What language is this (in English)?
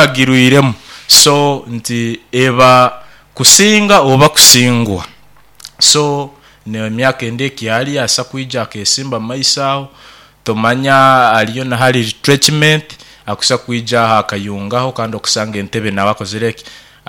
Nyankole